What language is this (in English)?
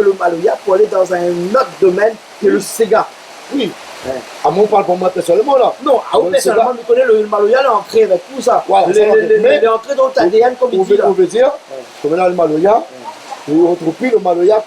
Réunion Creole French